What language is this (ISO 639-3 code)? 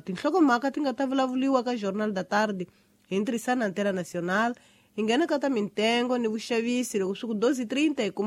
tso